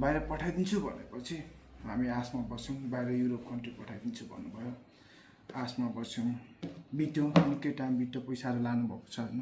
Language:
Nepali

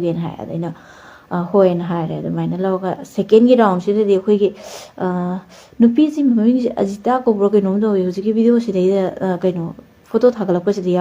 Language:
Manipuri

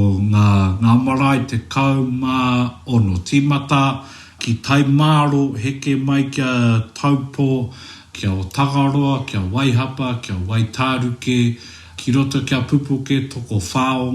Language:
Māori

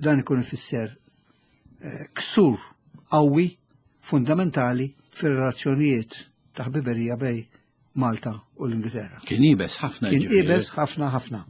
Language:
Maltese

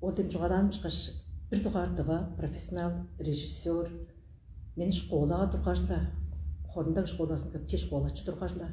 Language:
Tuvinian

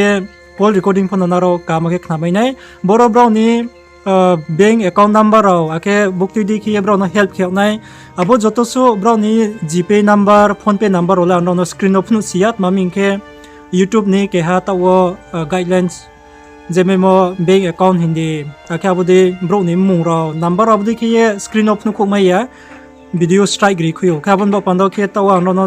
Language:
Riang (India)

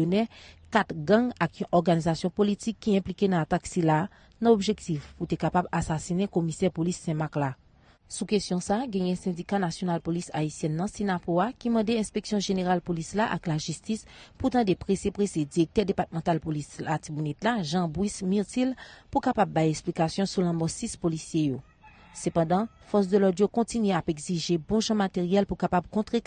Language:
Haitian Creole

